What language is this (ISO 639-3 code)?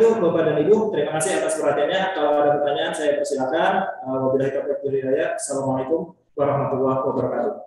ind